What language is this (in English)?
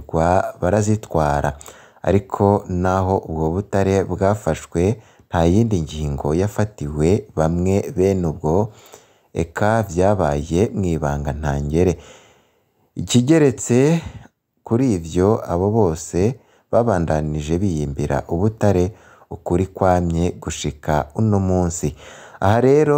Rundi